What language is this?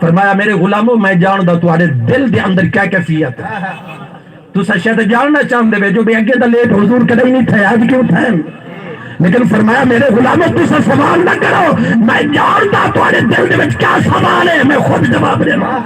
Saraiki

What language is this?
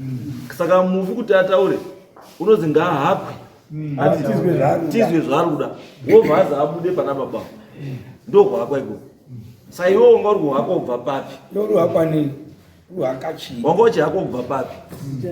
Shona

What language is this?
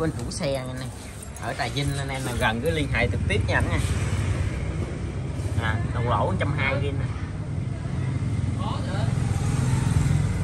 Vietnamese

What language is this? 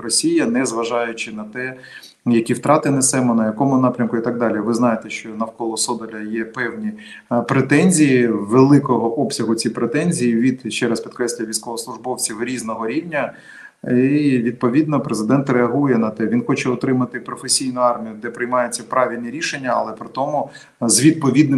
Ukrainian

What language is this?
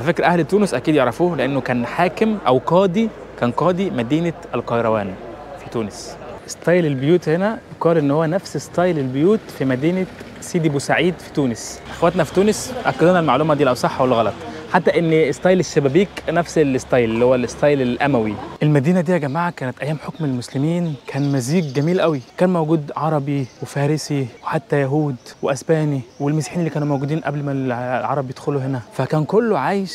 Egyptian Arabic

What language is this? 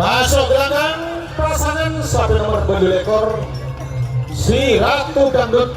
Madurese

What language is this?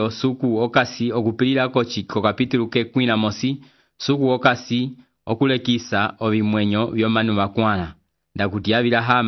Umbundu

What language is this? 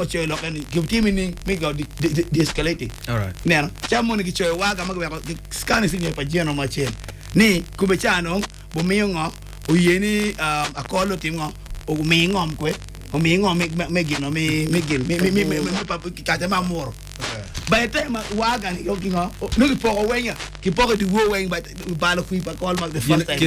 Acoli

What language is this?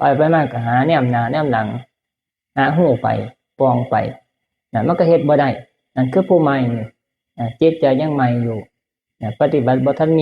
Northeastern Thai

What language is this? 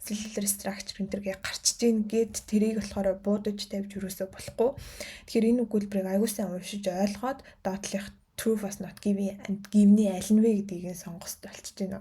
Mongolian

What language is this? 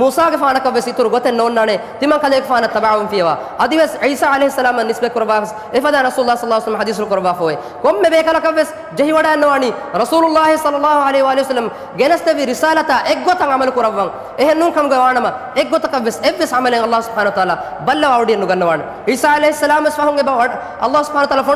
Divehi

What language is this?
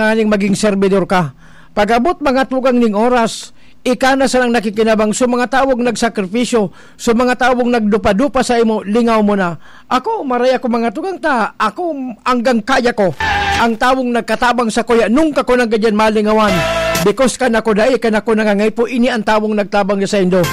Bikol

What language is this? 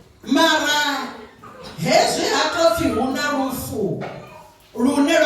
Venda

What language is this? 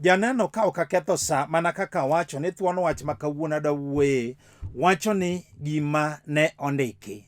Luo (Kenya and Tanzania)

